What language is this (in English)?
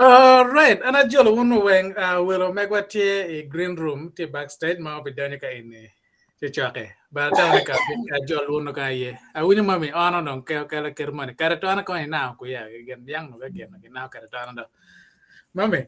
Acoli